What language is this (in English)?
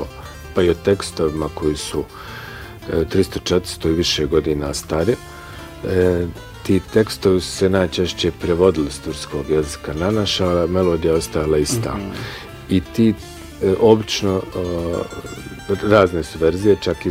Bosnian